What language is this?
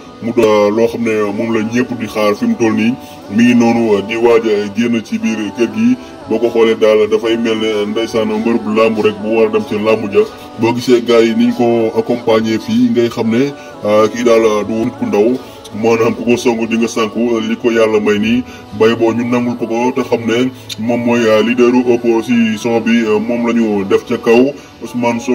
Wolof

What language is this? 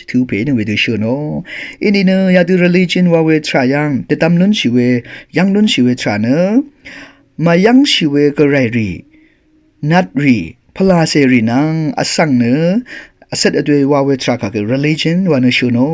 Rawang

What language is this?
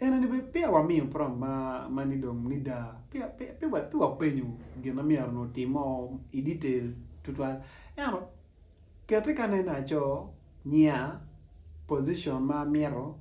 Acoli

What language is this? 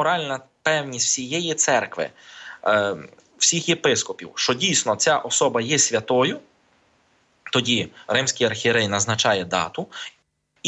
Ukrainian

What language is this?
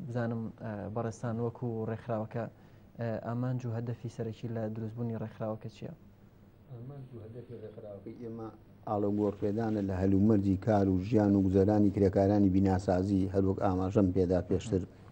Central Kurdish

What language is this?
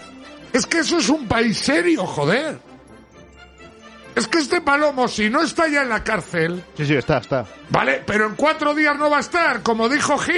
Spanish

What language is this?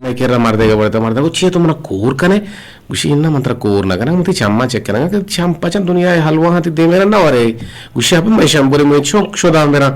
Eastern Balochi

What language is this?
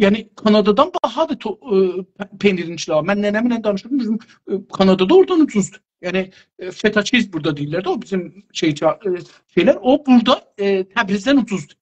South Azerbaijani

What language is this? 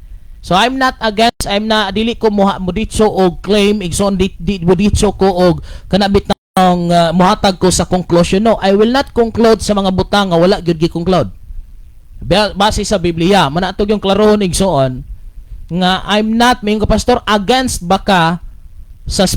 Cebuano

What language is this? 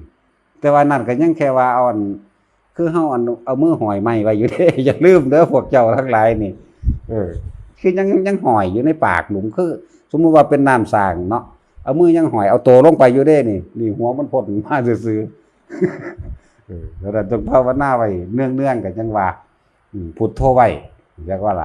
Northeastern Thai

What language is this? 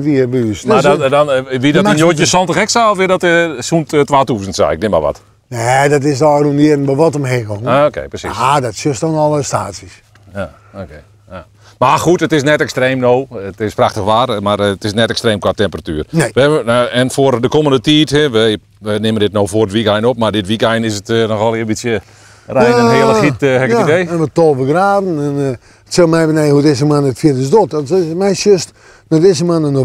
Western Frisian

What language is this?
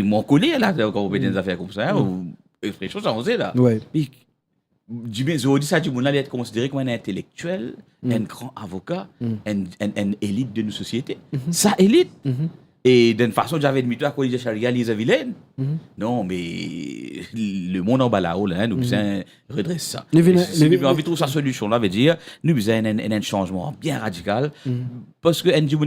Morisyen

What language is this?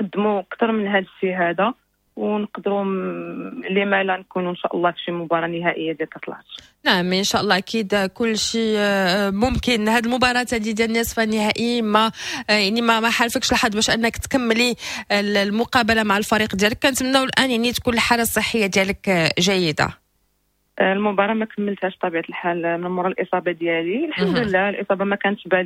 Moroccan Arabic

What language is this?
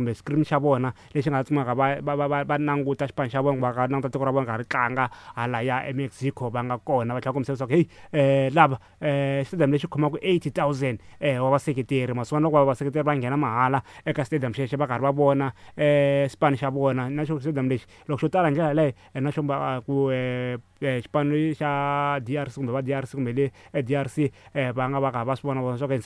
Tsonga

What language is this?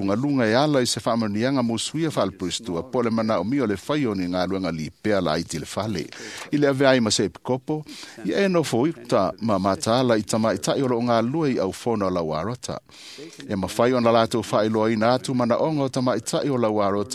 Samoan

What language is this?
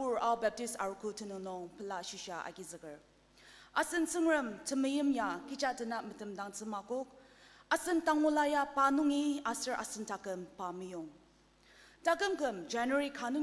Ao Naga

